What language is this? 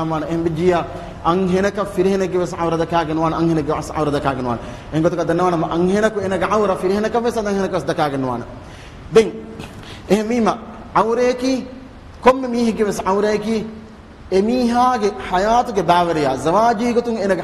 Divehi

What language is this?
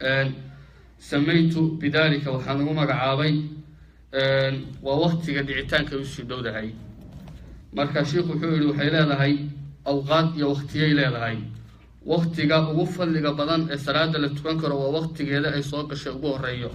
Somali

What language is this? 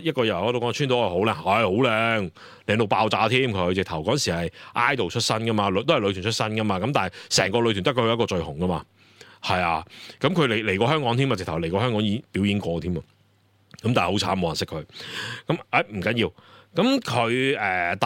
Cantonese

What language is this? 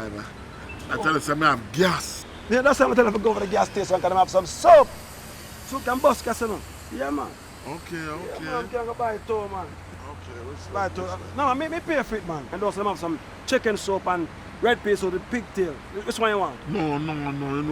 Jamaican Creole English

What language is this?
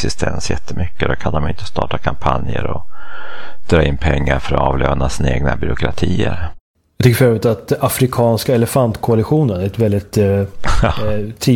Swedish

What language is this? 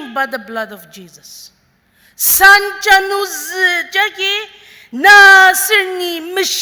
Ao Naga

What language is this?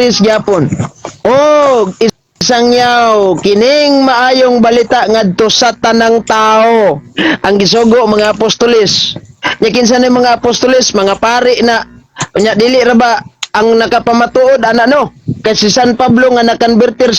Cebuano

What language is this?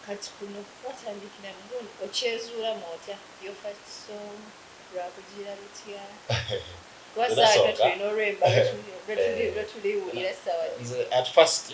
Soga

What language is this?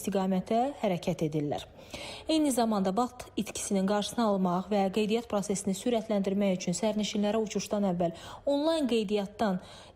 Azerbaijani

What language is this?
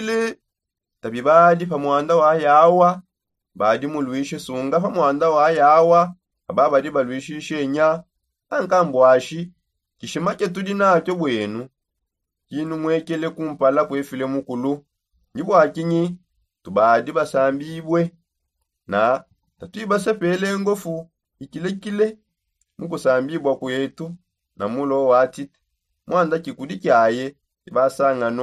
Songe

